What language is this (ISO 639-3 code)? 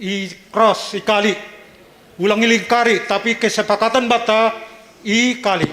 bts